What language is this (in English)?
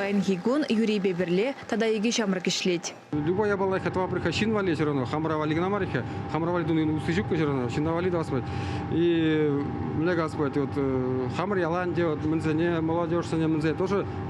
Chuvash